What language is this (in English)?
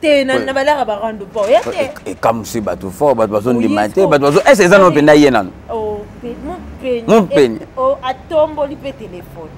Lingala